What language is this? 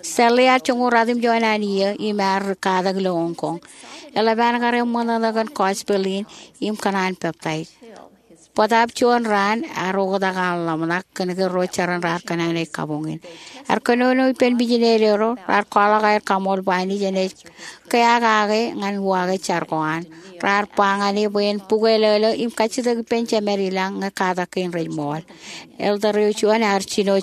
Marshallese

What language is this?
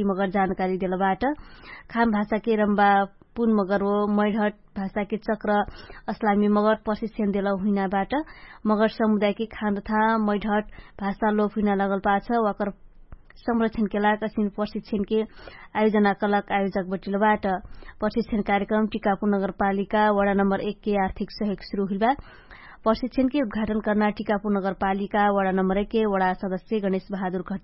Dangaura Tharu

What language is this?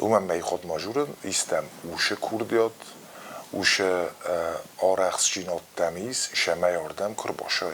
Ossetic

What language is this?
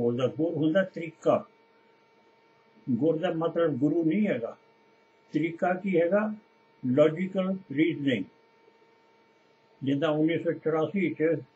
Punjabi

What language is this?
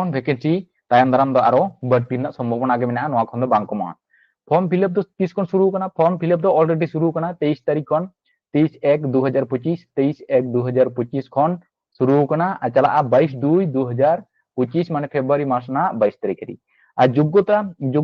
Santali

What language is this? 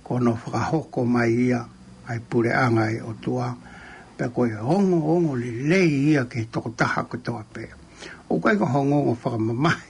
Tongan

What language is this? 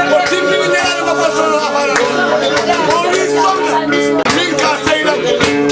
Fula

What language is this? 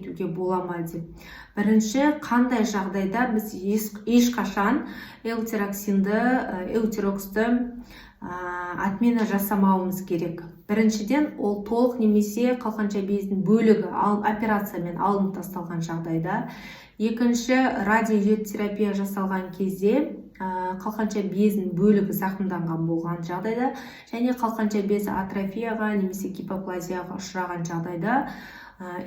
Kazakh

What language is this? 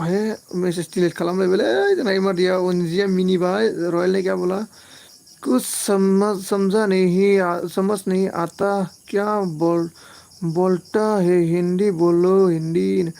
Bodo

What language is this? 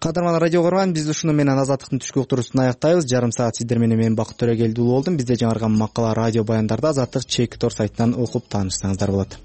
Kyrgyz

